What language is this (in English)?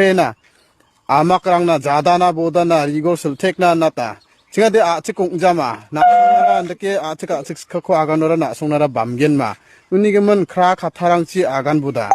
Garo